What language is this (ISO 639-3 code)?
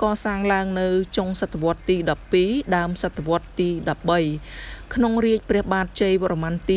khm